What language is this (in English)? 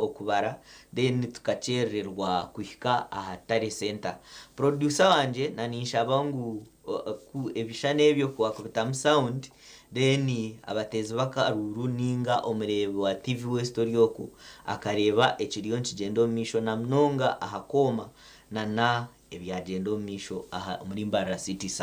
Nyankole